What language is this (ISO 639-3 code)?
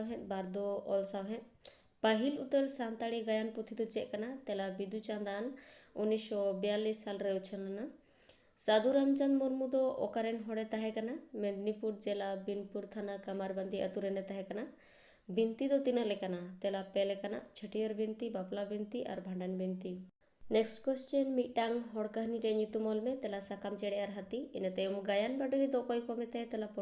sat